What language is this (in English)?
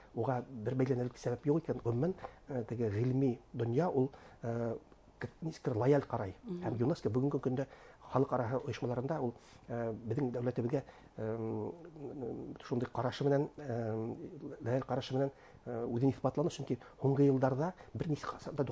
Bashkir